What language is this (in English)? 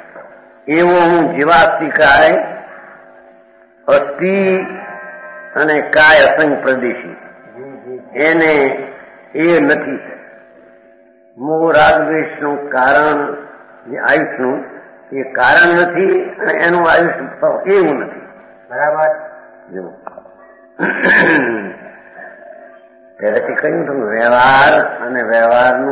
Gujarati